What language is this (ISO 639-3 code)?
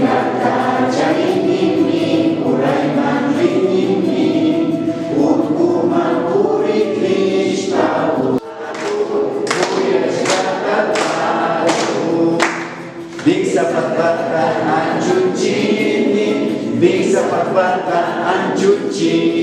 qvi